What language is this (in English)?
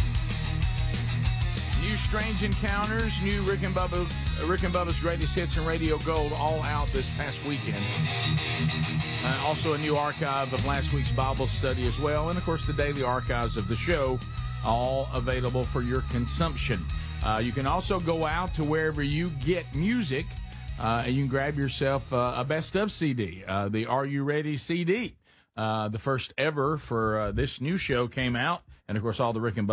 English